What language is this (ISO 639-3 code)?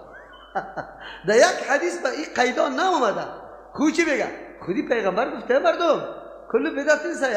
fas